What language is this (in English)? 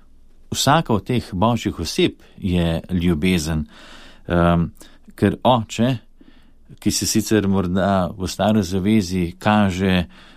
Slovenian